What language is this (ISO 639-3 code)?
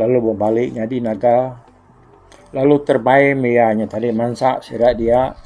iba